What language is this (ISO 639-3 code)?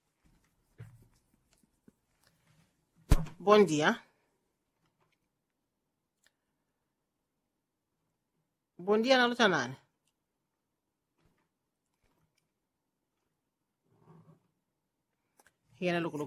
swa